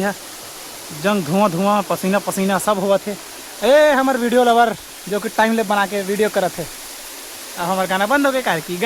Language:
Chhattisgarhi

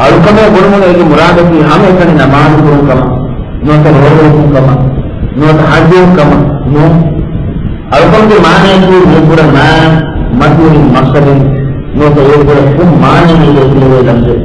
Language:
Divehi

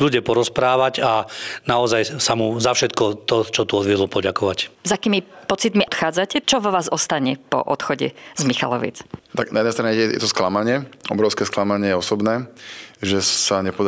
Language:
Slovak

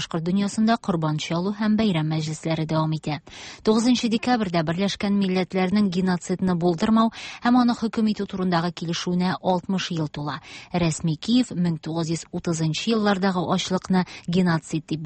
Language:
Tatar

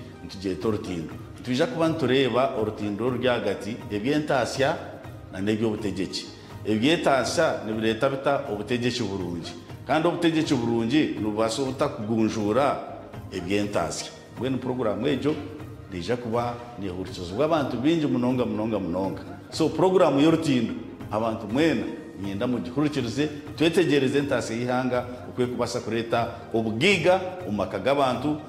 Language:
Nyankole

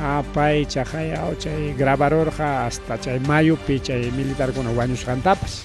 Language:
Ayacucho Quechua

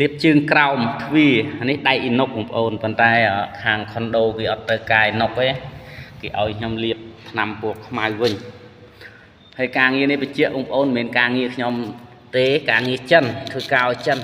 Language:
Khmer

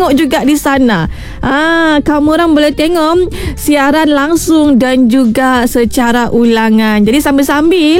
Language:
Malay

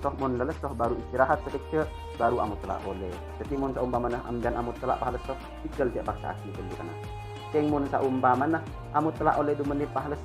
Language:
Madurese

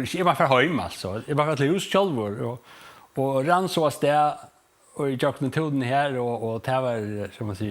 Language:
Faroese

